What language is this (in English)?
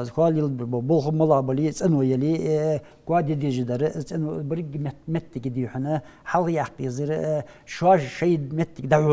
Ingush